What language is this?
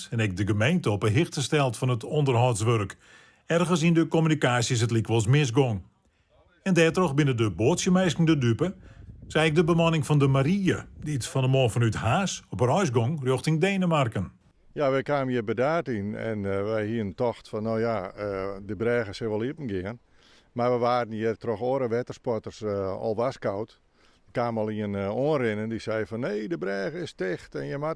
Western Frisian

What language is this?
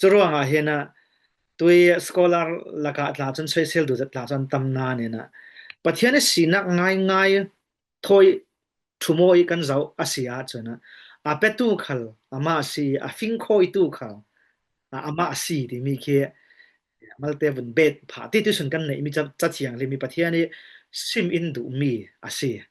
Falam Chin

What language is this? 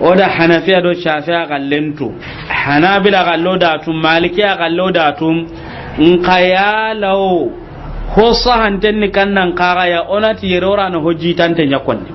Soninke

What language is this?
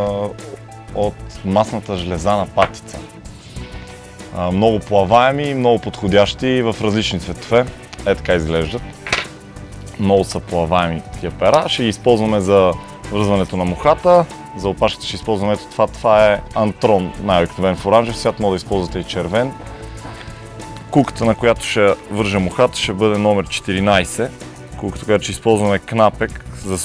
Bulgarian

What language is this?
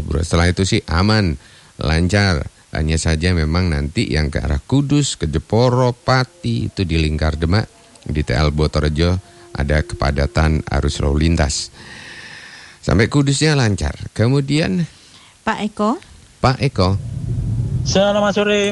Indonesian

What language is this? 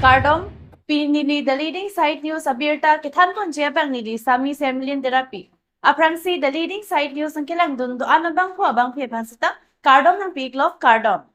Karbi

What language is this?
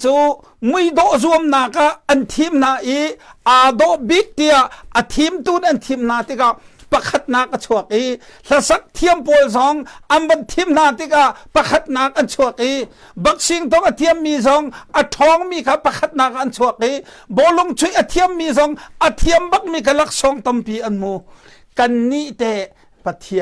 Hakha Chin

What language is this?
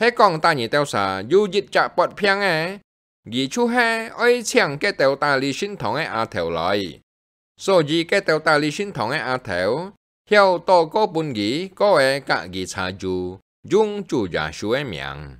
Hakka Chinese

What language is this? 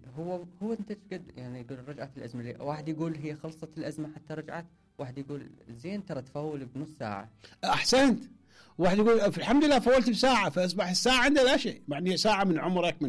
Mesopotamian Arabic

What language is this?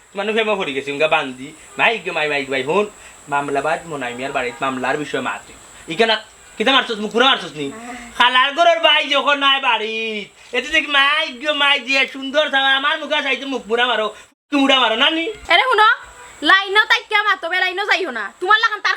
Sylheti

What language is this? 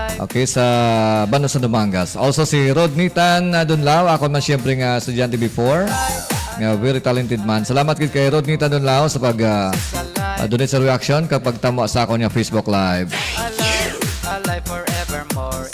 Hiligaynon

